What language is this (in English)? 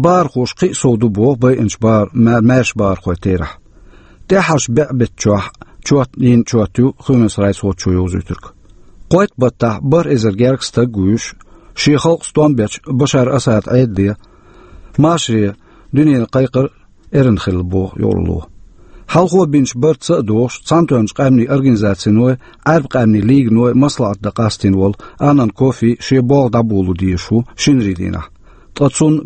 Chechen